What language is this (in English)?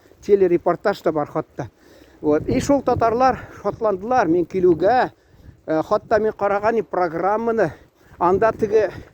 Tatar